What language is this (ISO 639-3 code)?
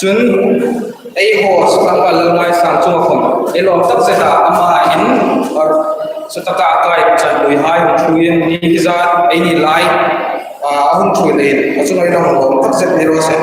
hmr